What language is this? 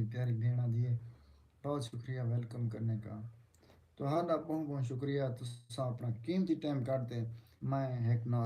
Saraiki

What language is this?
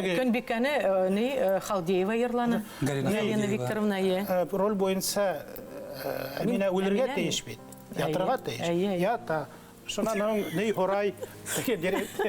Bashkir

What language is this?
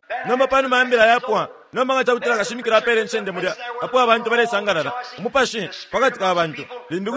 Bemba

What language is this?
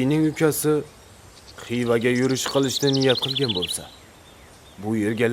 Kara-Kalpak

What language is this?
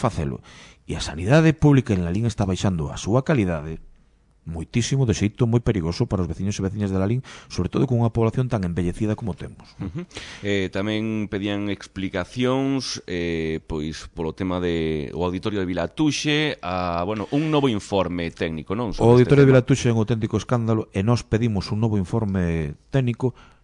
Galician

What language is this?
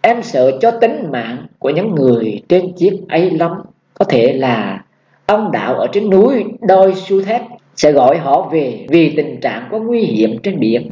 Vietnamese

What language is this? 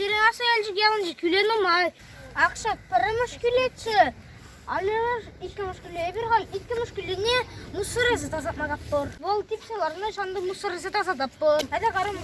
Chuvash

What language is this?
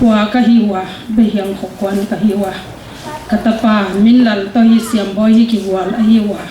Paite Chin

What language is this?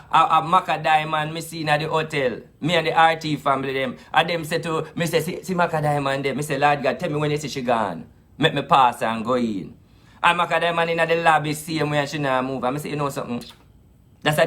Jamaican Creole English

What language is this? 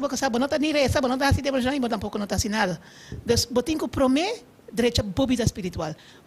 Papiamento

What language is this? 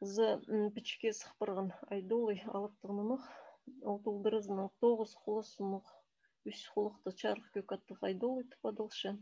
Khakas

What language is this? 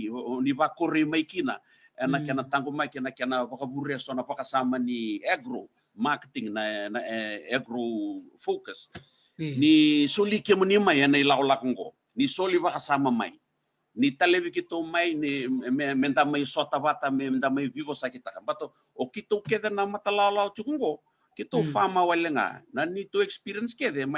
Fijian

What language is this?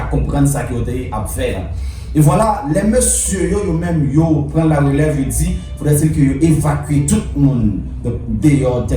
Haitian Creole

